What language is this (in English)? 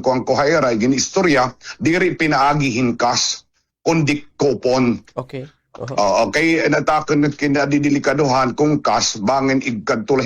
Waray